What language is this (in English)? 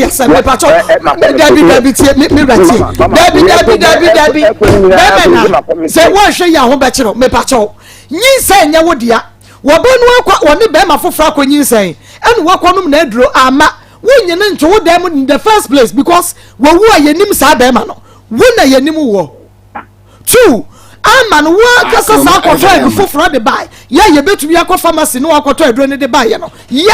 Akan